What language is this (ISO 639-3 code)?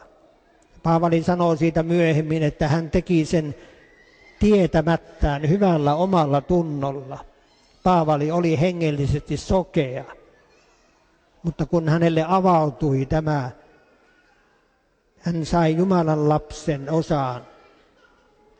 fin